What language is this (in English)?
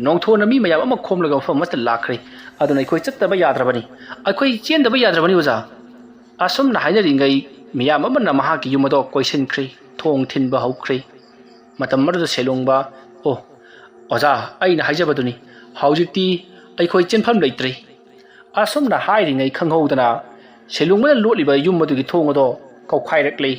Manipuri